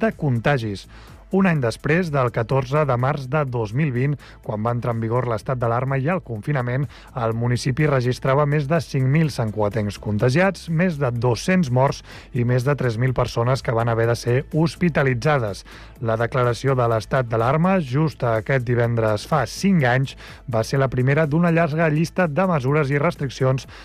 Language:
Catalan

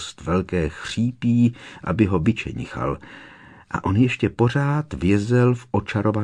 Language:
Czech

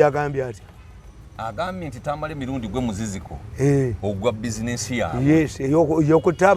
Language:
Ganda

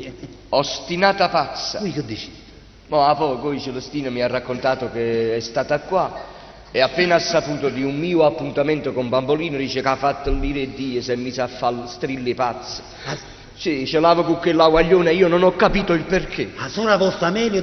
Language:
Neapolitan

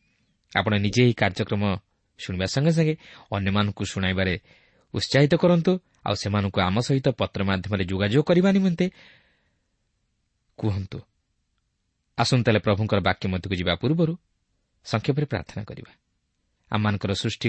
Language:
Odia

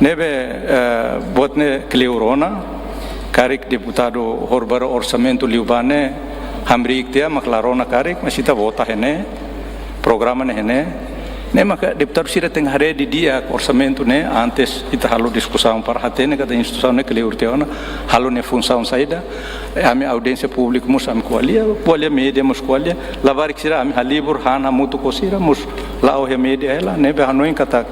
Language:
Tetum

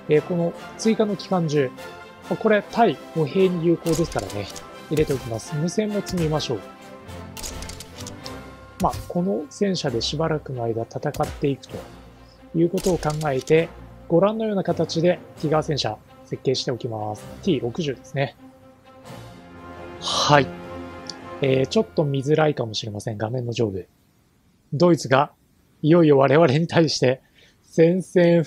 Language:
Japanese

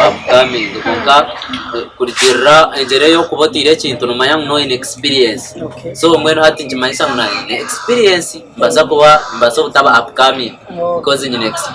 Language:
Nyankole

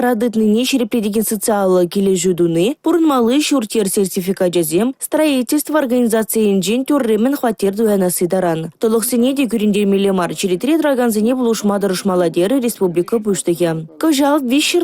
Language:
Chuvash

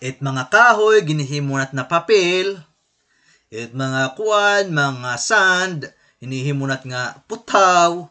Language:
Waray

